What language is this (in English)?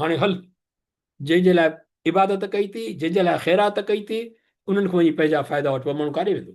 Sindhi